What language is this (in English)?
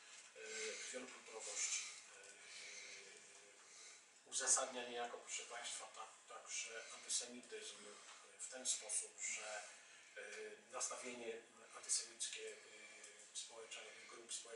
Polish